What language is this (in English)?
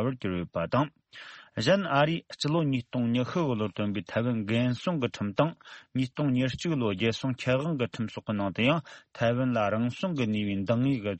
Tibetan